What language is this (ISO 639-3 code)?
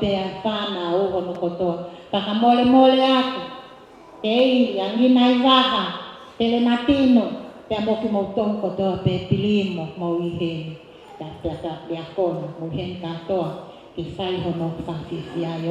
ton